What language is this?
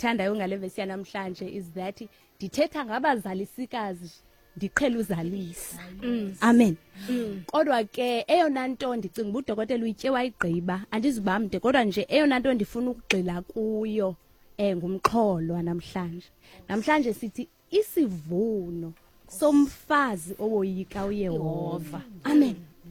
Xhosa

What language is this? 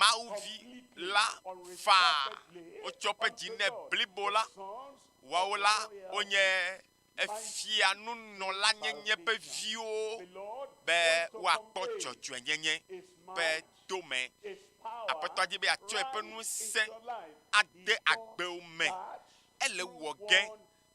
Ewe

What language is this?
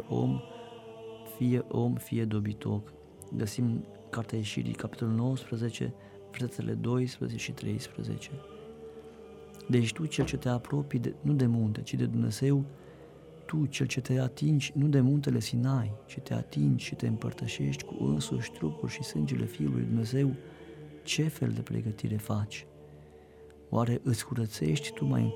Romanian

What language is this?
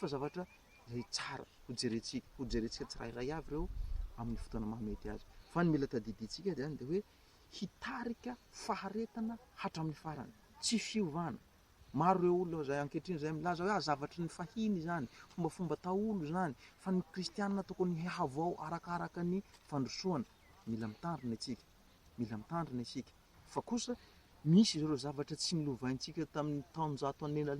Malagasy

